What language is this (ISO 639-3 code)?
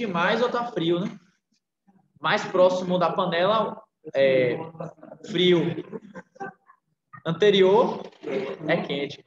por